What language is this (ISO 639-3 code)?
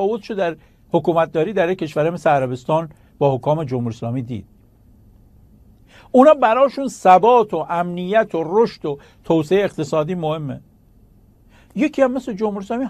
fas